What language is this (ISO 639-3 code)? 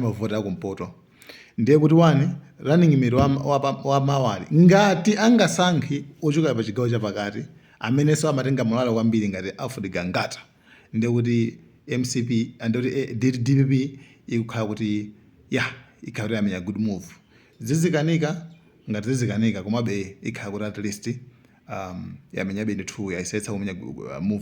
nya